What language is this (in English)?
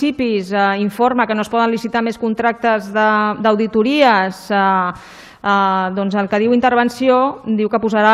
Catalan